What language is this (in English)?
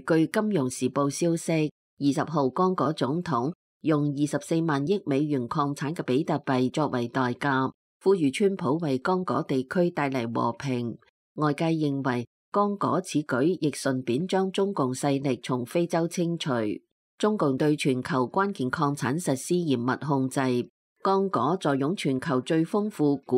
Cantonese